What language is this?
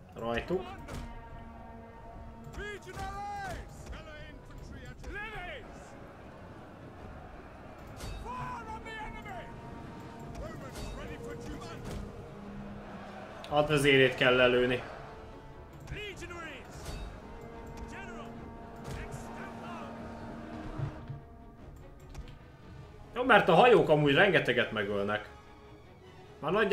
Hungarian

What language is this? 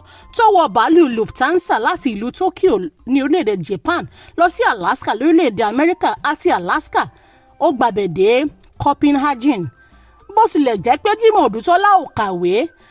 Yoruba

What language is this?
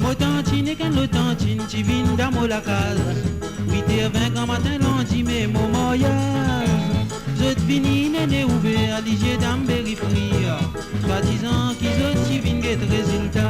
Morisyen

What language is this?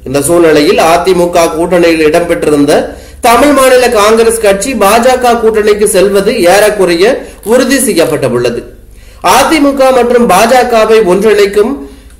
Tamil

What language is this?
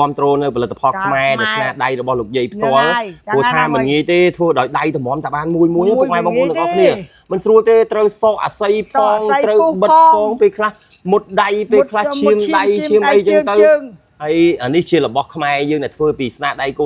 Khmer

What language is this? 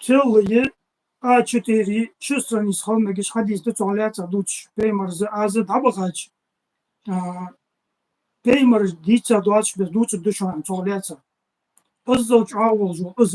Ingush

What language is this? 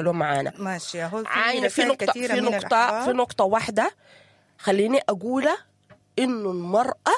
Sudanese Arabic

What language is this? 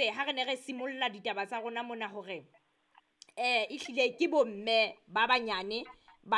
Southern Sotho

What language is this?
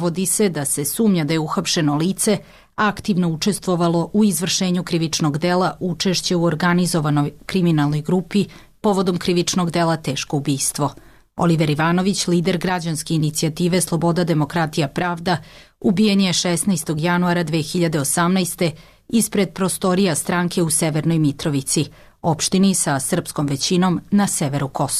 Serbian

